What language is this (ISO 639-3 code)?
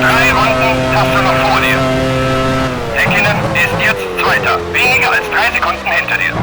bar